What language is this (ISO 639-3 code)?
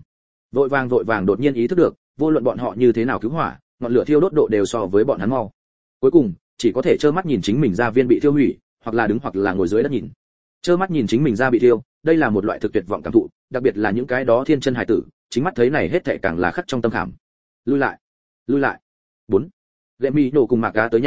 vie